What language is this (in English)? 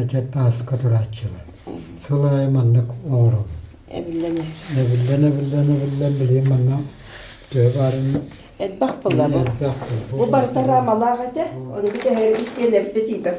Yakut